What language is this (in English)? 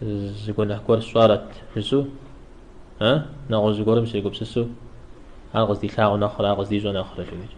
Kabardian